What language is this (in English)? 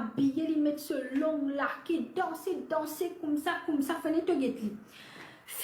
Morisyen